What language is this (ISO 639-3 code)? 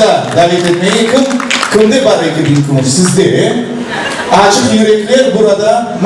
crh